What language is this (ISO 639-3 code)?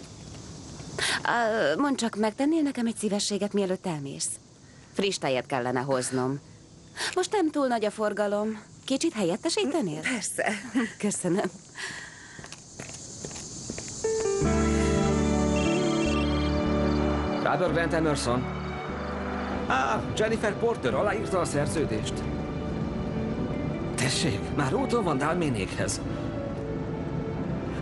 hun